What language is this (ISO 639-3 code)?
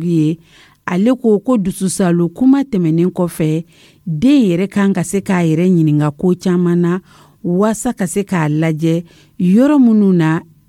dyu